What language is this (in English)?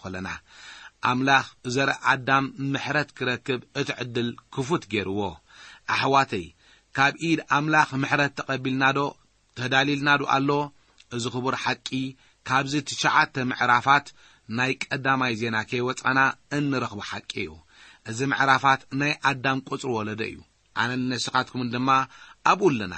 Tigrinya